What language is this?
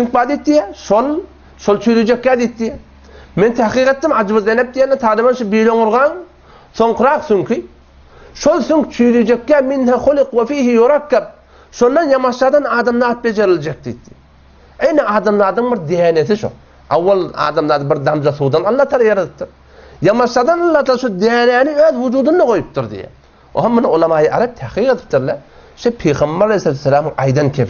Turkmen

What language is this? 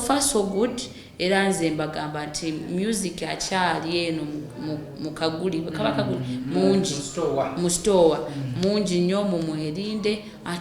Ganda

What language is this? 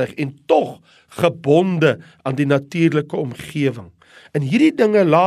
Afrikaans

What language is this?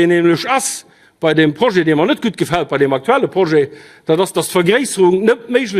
Luxembourgish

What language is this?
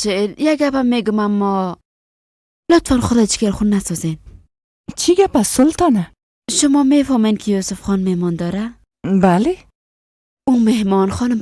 Persian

